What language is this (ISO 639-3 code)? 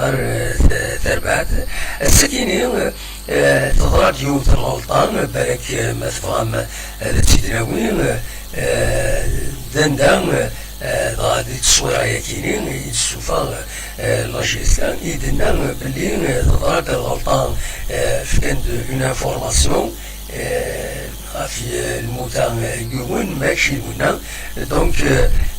kab